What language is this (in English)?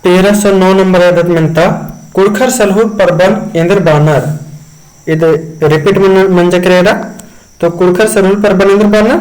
Kurukh